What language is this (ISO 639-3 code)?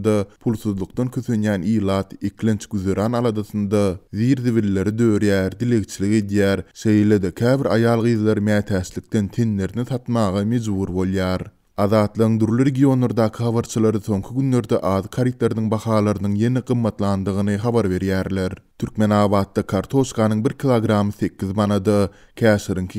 tuk